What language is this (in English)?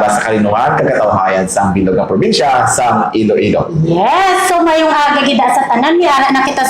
Hiligaynon